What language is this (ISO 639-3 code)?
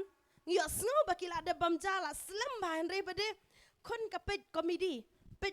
kha